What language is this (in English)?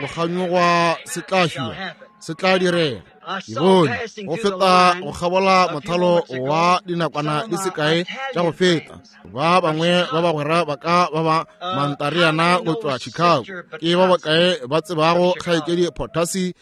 Northern Sotho